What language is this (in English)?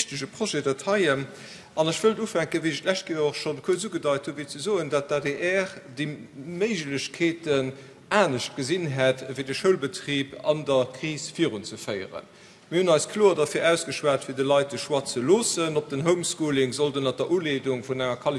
Luxembourgish